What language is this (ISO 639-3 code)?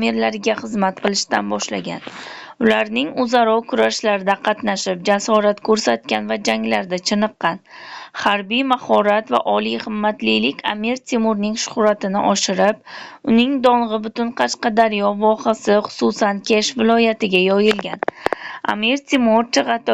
uzb